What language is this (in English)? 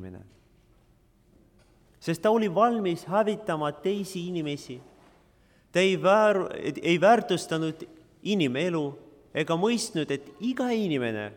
Estonian